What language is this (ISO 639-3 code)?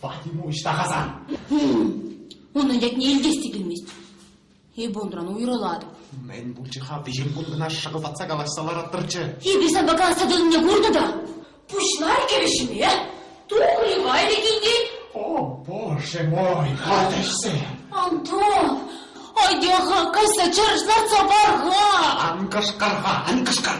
chv